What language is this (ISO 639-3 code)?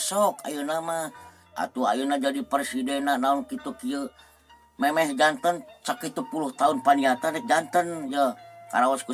sun